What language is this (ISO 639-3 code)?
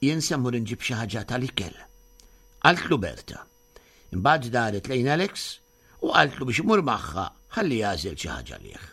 mlt